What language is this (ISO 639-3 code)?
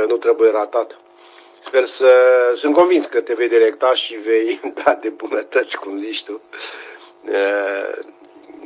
ron